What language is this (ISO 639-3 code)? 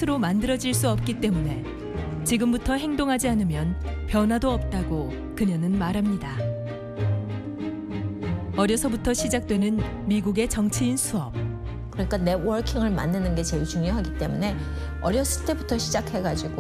kor